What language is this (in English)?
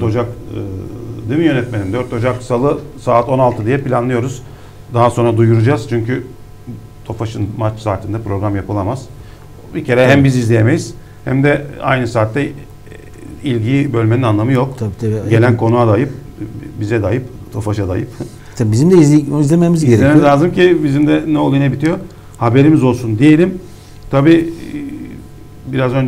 Turkish